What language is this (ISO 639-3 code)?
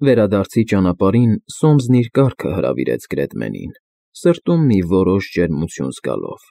hye